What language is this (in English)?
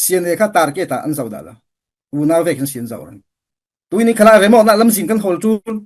Falam Chin